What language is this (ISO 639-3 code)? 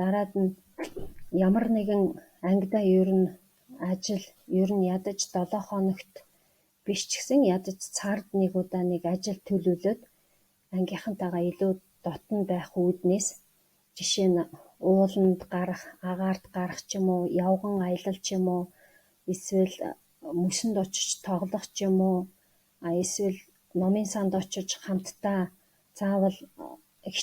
mon